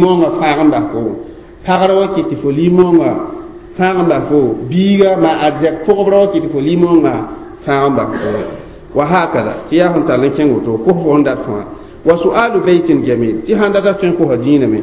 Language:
Mossi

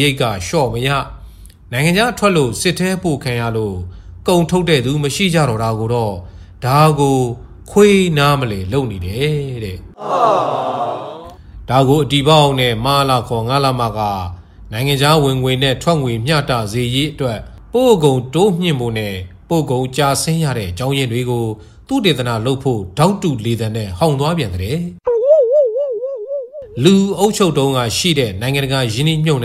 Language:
Burmese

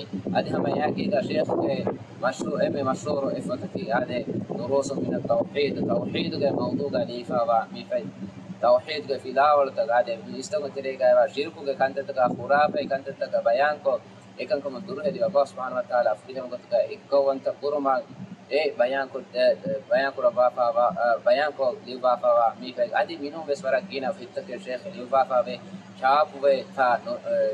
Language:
Divehi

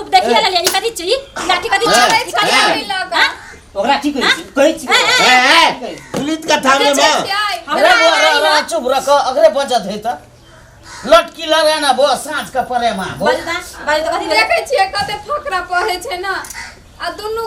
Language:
Maithili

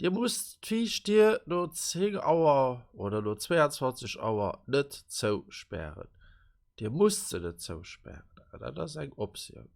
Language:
Luxembourgish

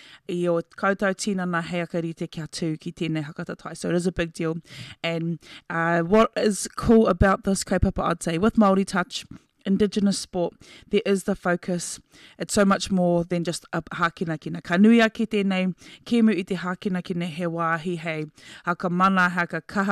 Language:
Māori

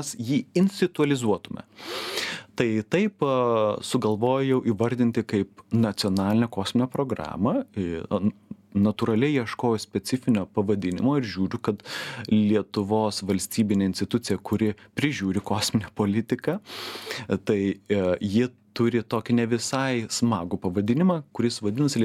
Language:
Lithuanian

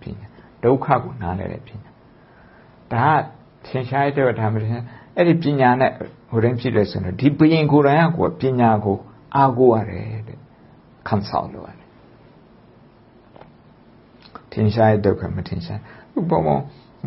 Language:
Burmese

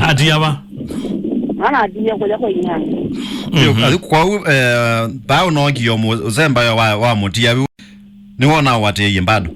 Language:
Kamba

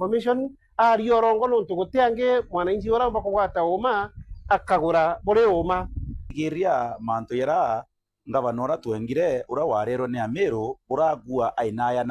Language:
Meru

